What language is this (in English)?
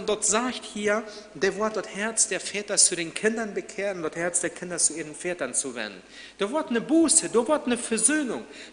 Plautdietsch